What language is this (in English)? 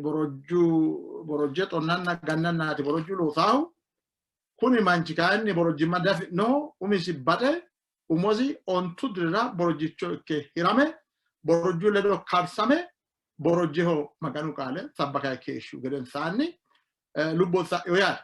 Sidamo